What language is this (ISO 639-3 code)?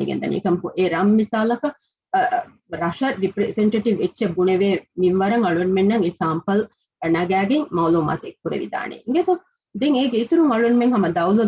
div